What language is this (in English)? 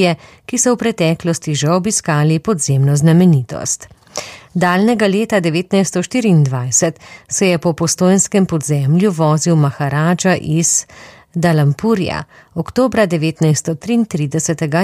Slovenian